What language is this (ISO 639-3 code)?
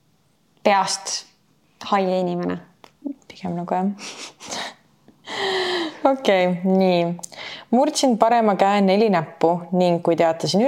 est